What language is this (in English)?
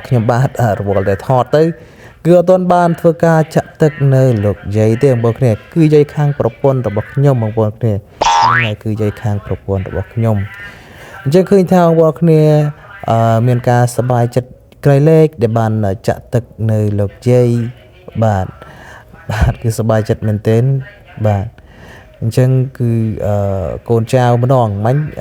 Khmer